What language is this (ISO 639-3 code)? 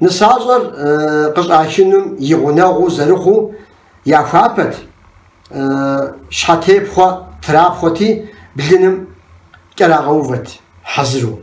kbd